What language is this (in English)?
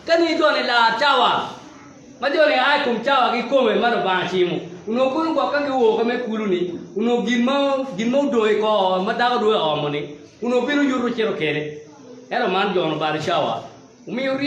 Acoli